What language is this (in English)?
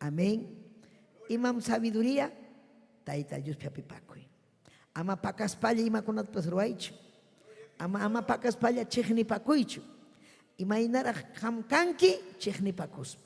Ayacucho Quechua